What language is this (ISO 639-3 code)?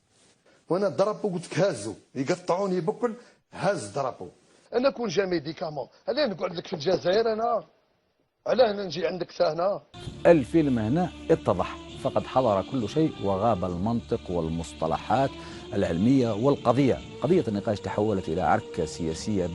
arq